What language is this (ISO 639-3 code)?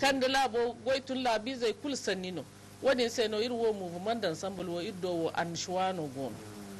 dje